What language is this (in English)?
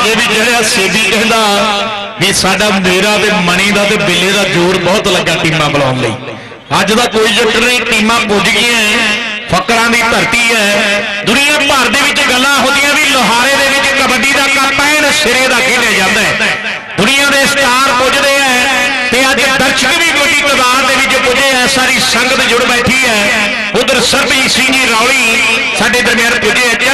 Punjabi